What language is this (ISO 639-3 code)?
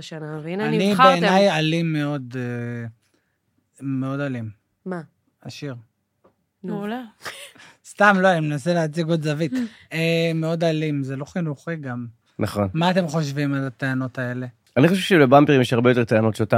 heb